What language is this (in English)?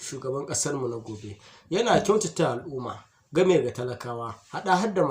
Hausa